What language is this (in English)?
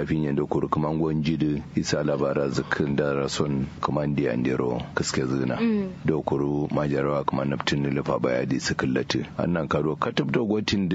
Kanuri